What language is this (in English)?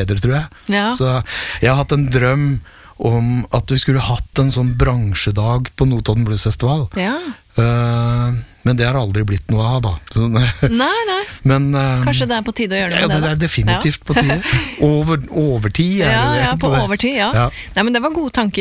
Norwegian